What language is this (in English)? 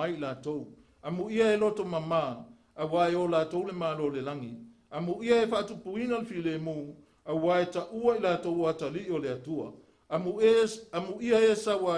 Samoan